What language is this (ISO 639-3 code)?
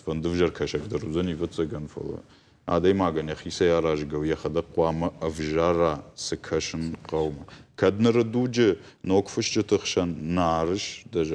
oss